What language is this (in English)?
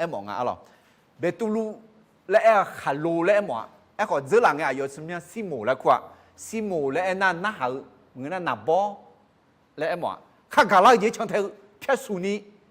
Akha